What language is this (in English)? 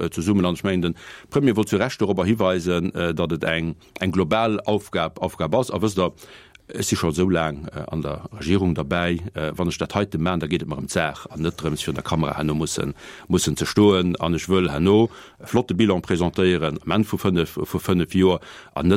Luxembourgish